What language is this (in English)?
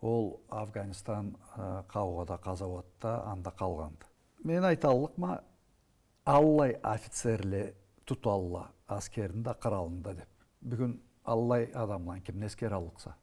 Karachay-Balkar